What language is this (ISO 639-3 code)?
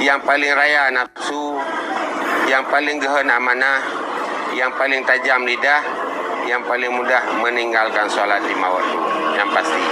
ace